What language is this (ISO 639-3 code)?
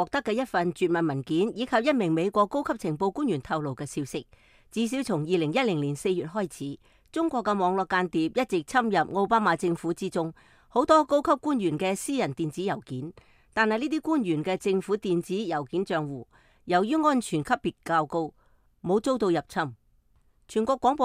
yue